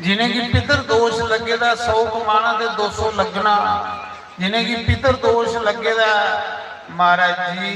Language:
Dogri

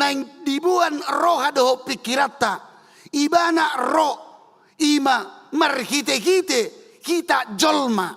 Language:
Batak Toba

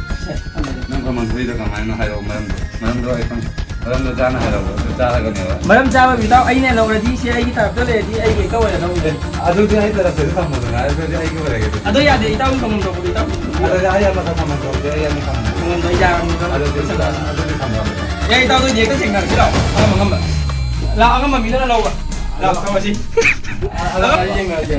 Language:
Manipuri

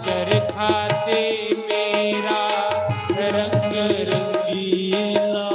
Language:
Dogri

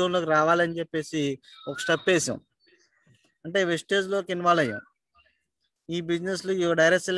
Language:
Telugu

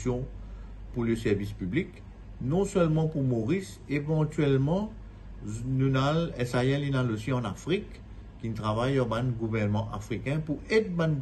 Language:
Morisyen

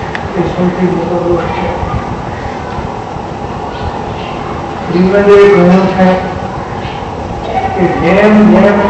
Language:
Gujarati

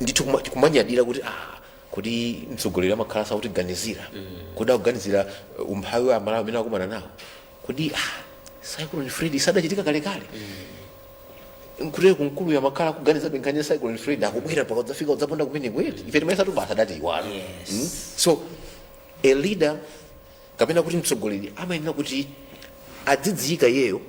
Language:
Nyanja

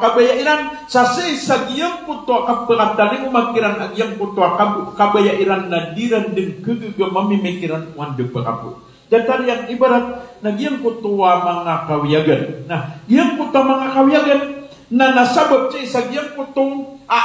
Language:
Maranao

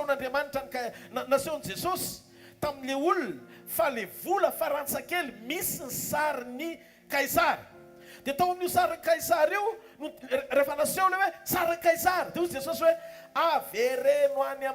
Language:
Malagasy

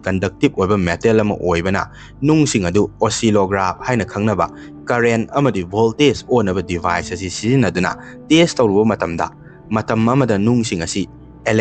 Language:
Manipuri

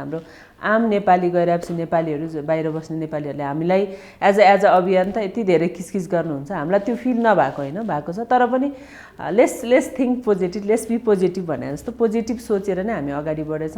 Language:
Nepali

